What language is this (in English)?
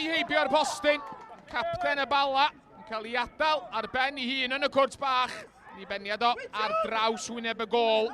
Welsh